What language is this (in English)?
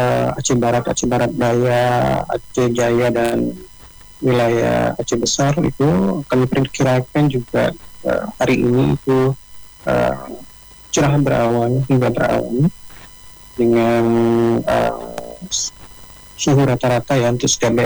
Indonesian